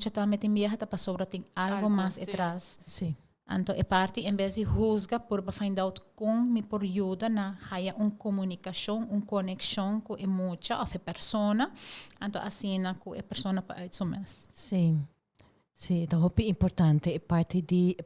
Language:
Papiamento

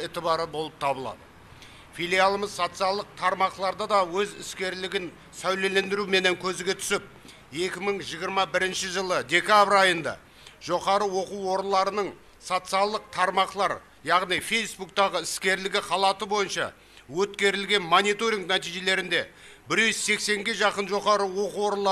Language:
Kara-Kalpak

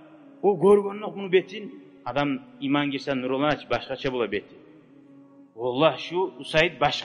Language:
Kumyk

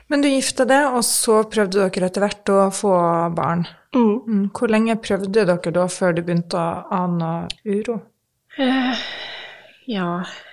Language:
Norwegian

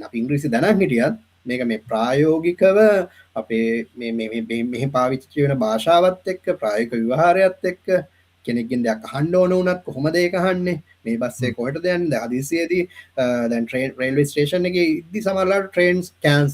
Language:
Sinhala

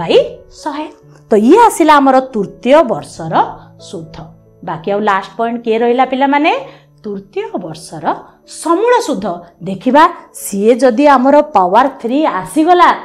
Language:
Odia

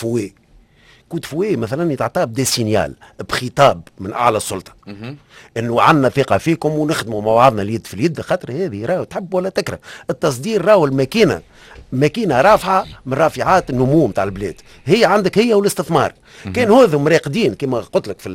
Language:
Tunisian Arabic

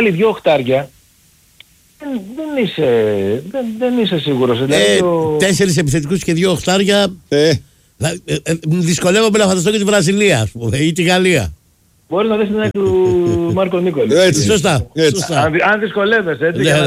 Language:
Greek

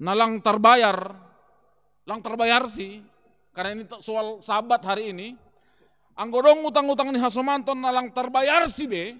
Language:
Batak Simalungun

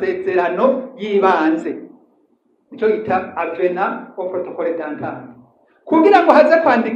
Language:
Rundi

